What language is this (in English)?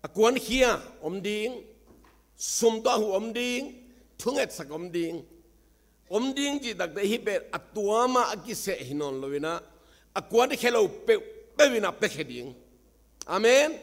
Tedim Chin